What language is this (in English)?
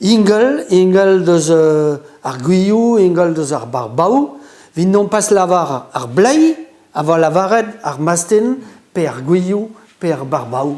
Breton